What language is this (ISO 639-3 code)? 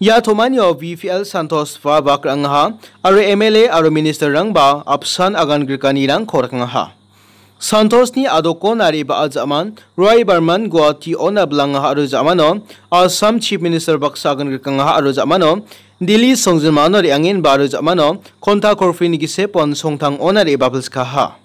grt